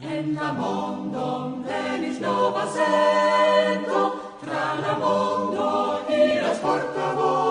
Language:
Esperanto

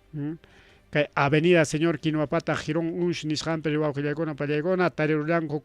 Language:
Ayacucho Quechua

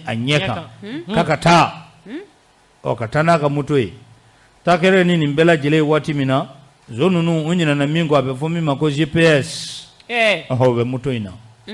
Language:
Bambara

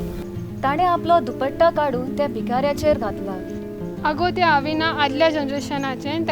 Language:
Konkani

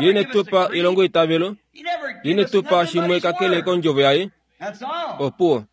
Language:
Kuanyama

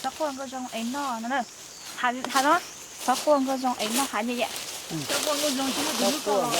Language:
Hmong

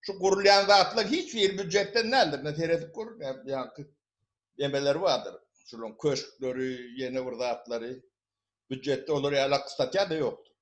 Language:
Turkmen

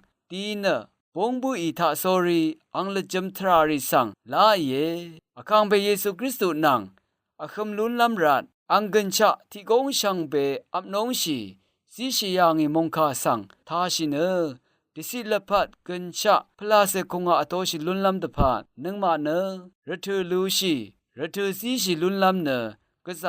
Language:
Rawang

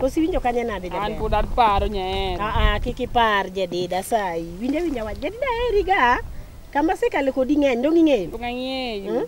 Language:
Luo (Kenya and Tanzania)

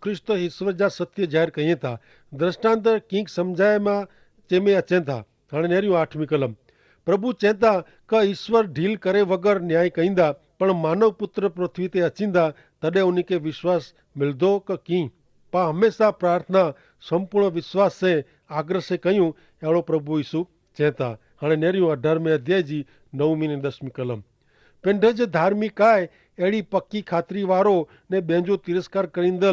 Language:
Kachhi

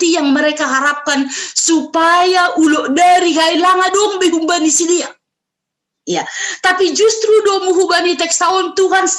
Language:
Batak Simalungun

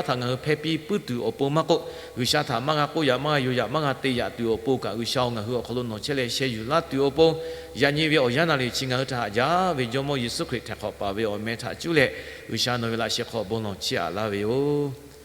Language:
Lahu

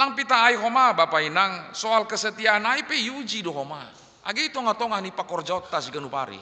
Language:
Batak Simalungun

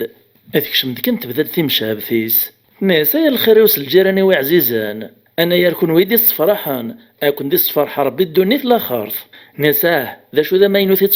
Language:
Kabyle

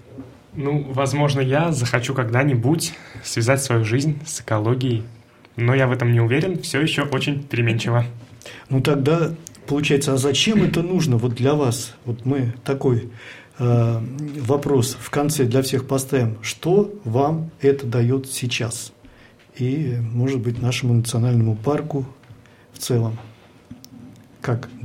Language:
Russian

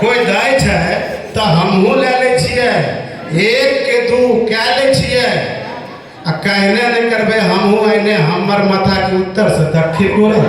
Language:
Angika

